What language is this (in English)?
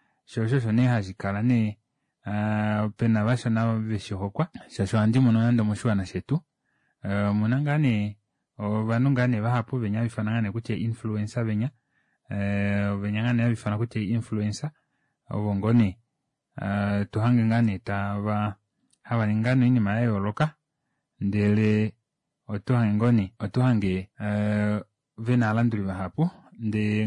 Kuanyama